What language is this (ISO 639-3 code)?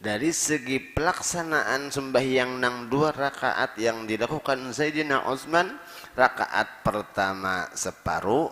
bjn